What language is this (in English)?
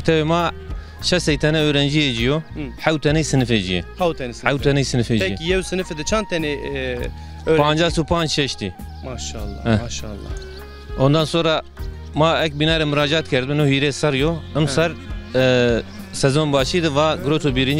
Zaza